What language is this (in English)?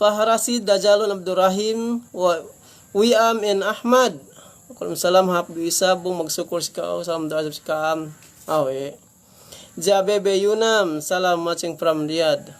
Yakan